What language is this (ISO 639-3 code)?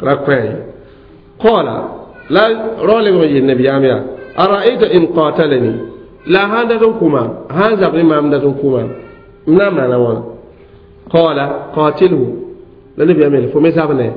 mos